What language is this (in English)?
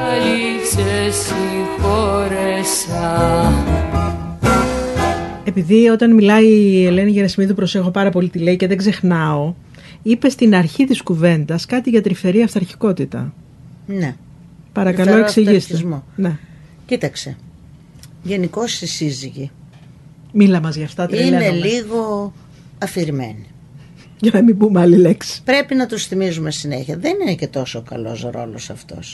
Greek